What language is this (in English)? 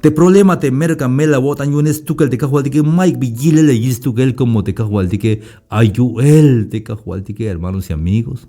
Tzeltal